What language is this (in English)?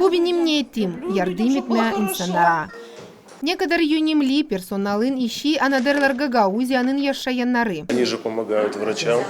Gagauz